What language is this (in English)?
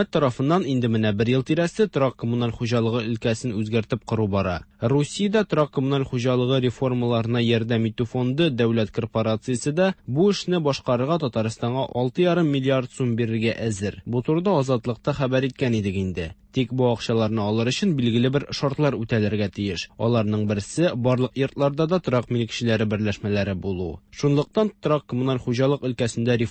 Tatar